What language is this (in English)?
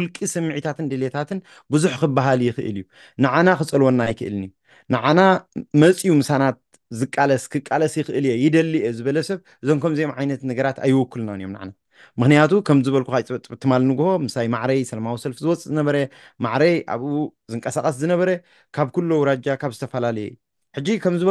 Tigrinya